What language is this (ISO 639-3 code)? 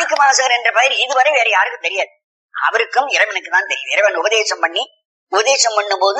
tam